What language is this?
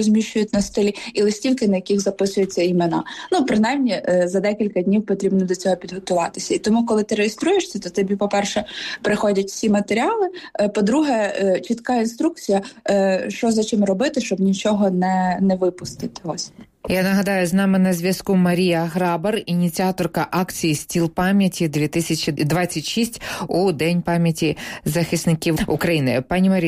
Ukrainian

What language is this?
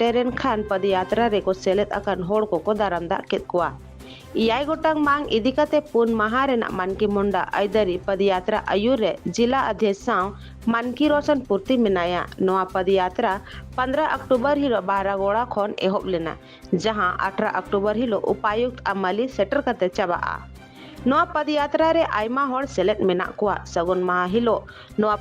Santali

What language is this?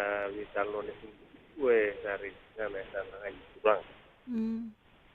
Fijian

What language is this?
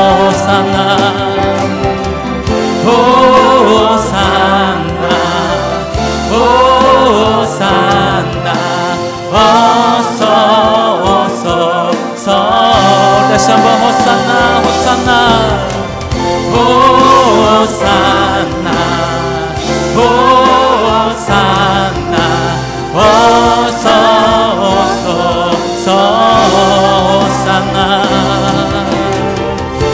Korean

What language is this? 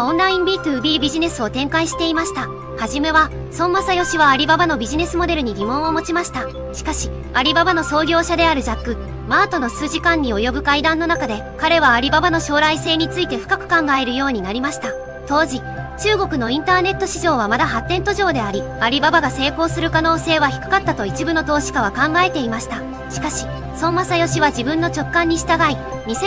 Japanese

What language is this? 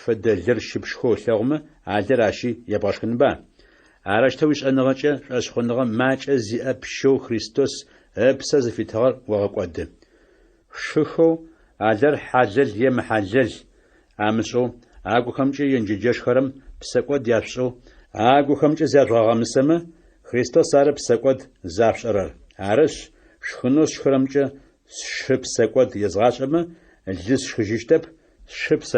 Adyghe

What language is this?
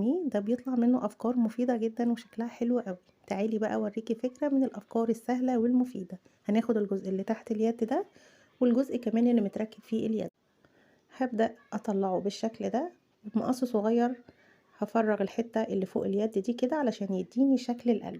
Egyptian Arabic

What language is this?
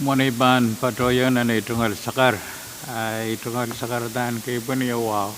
Pohnpeian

